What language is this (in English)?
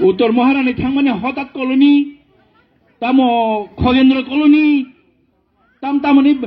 Kok Borok